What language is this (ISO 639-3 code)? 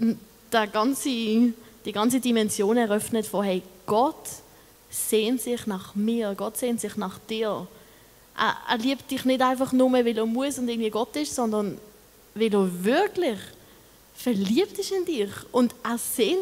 gsw